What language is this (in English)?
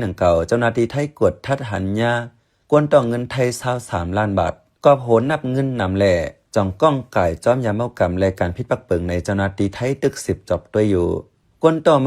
Shan